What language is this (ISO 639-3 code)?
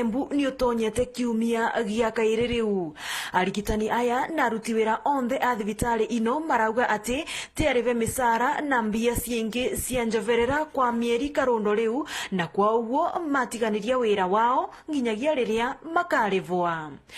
mer